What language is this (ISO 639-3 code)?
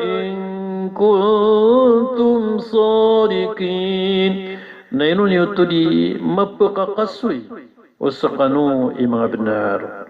mrw